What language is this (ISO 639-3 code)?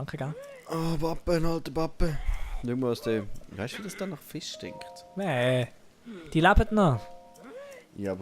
gsw